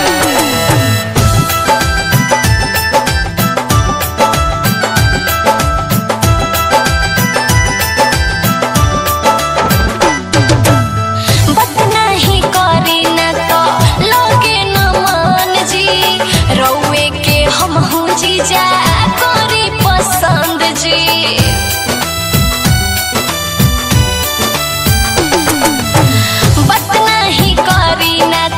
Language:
Bhojpuri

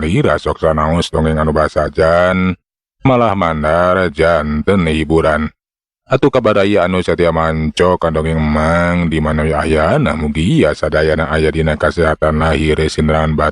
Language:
Sundanese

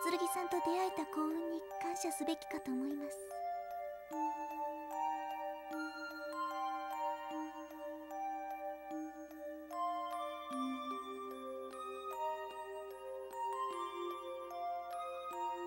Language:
Japanese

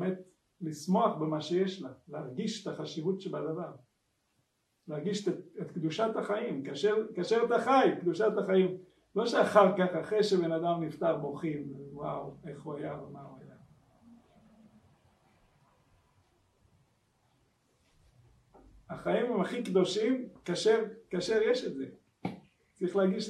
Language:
Hebrew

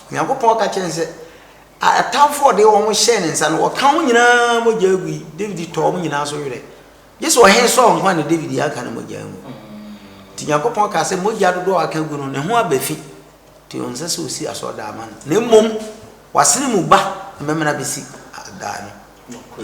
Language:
Akan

